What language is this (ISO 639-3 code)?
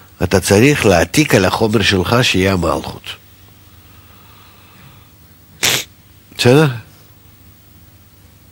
heb